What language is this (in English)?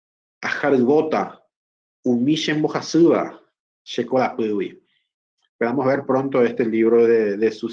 Guarani